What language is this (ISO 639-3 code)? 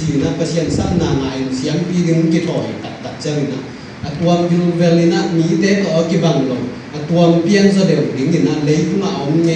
ctd